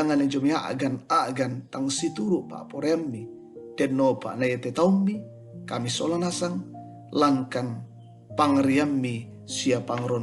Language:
Toraja-Sa'dan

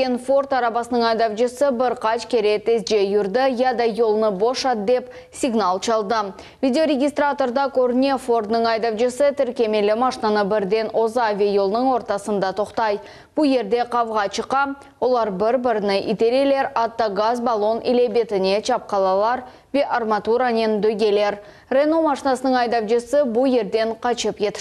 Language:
Crimean Tatar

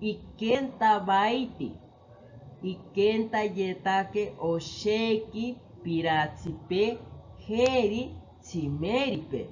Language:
Asháninka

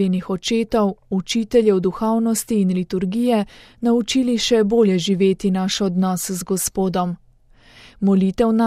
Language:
Slovenian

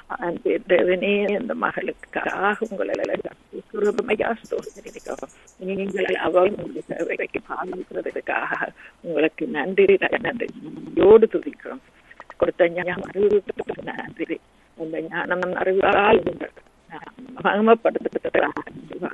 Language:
Tamil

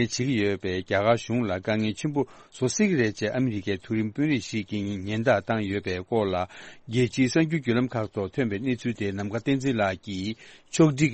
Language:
Tibetan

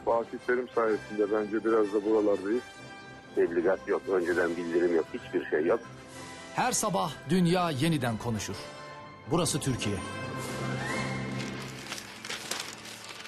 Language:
Turkish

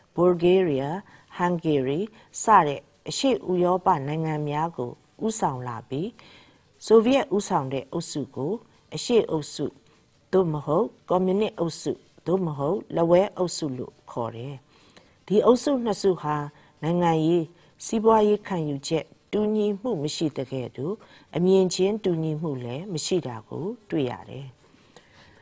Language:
Burmese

